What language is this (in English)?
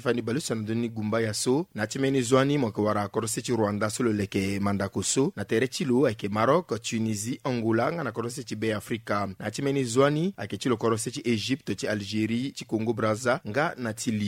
Sango